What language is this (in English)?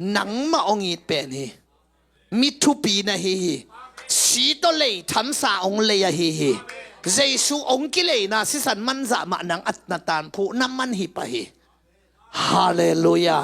Tedim Chin